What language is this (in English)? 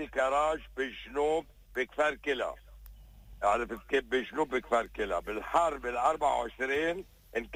North Levantine Arabic